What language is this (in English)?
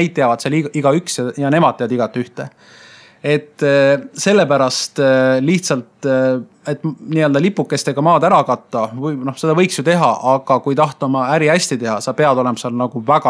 Estonian